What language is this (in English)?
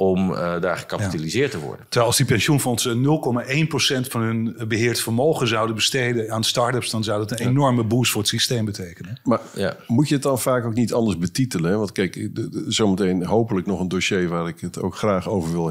Dutch